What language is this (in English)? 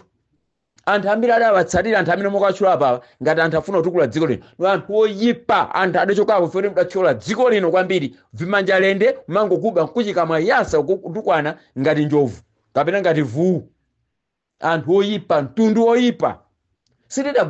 Nyanja